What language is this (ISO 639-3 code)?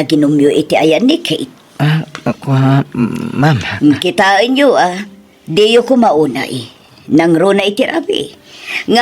ilo